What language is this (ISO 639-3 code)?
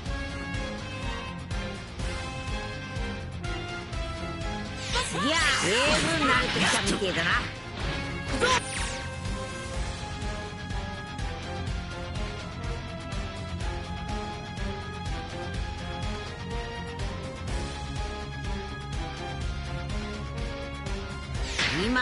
jpn